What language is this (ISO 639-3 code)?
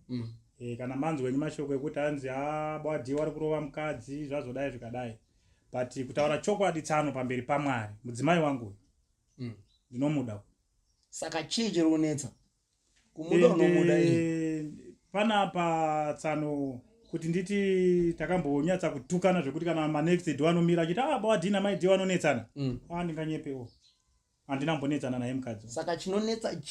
sna